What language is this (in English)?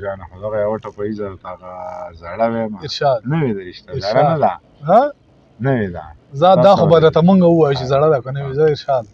Pashto